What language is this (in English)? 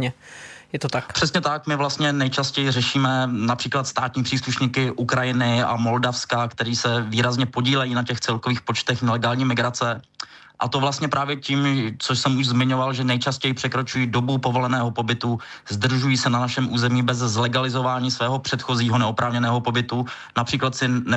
Czech